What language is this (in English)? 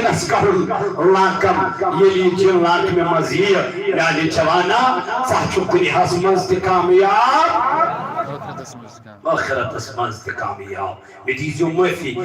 Kashmiri